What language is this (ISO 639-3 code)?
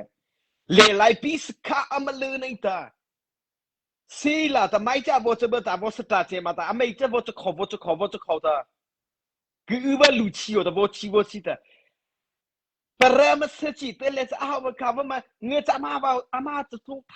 mrh